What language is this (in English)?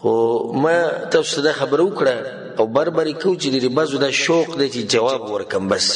Pashto